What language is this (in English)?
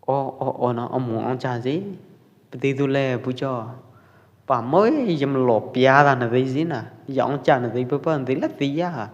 Pwo Eastern Karen